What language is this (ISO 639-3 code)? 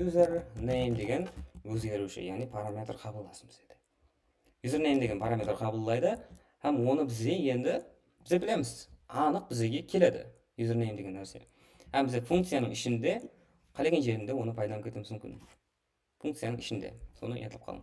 kaa